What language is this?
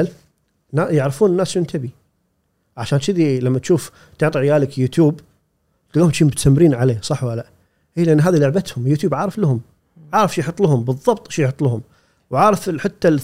Gulf Arabic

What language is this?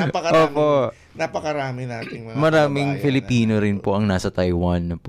Filipino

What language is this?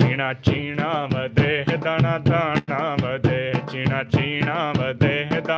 Saraiki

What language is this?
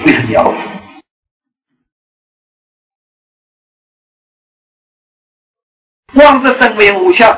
Chinese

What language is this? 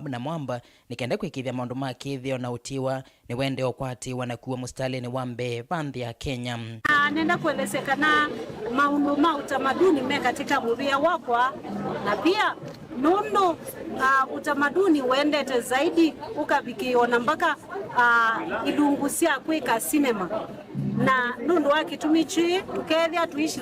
Kamba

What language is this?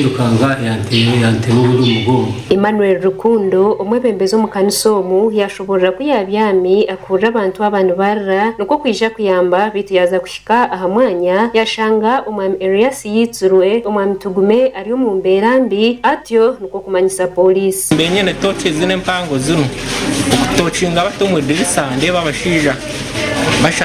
Nyankole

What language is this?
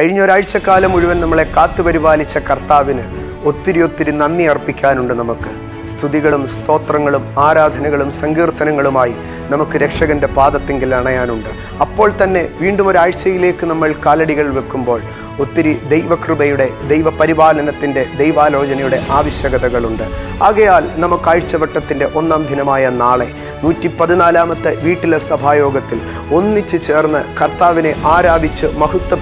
Malayalam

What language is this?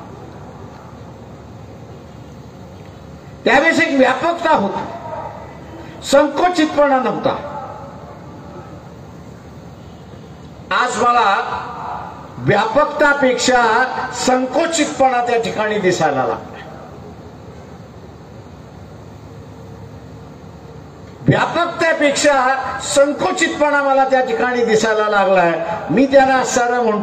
Marathi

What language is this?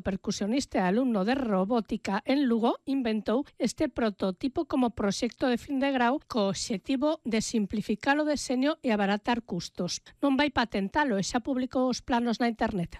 Galician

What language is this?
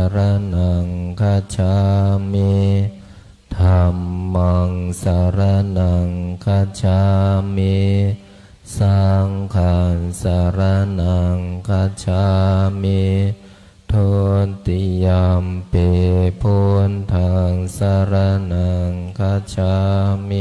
Pali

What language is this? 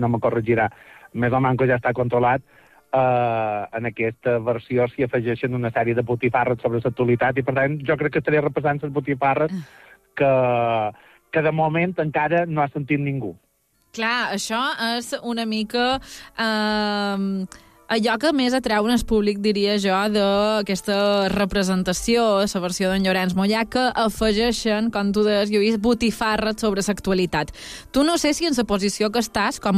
Catalan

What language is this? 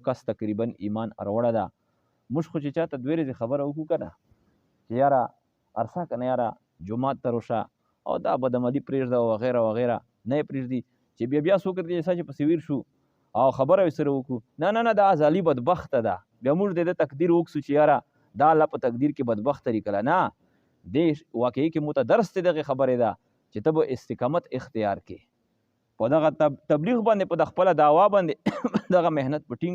Pashto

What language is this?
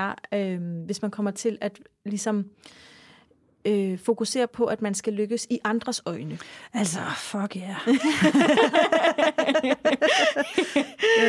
Danish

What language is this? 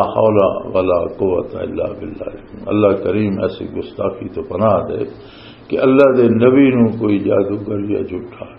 Western Panjabi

